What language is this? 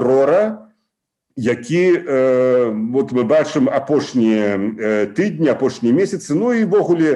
Belarusian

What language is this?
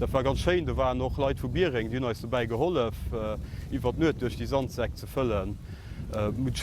Luxembourgish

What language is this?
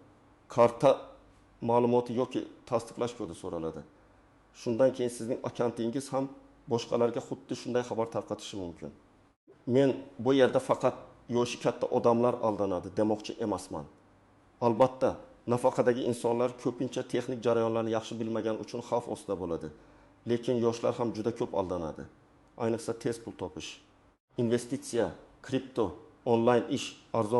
Uzbek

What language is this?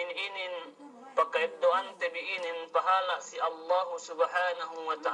Yakan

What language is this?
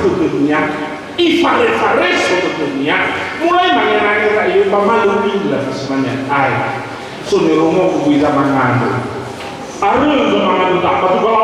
Nias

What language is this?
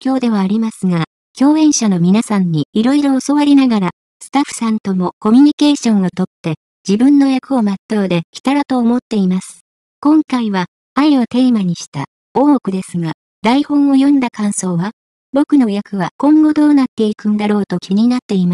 Japanese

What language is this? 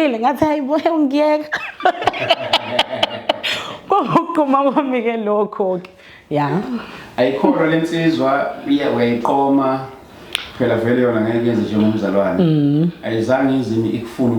Zulu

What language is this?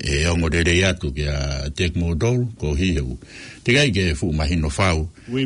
Tongan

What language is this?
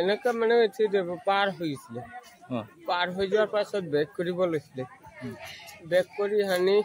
Assamese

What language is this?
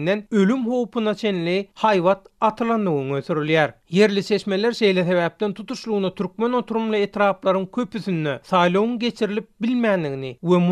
Turkmen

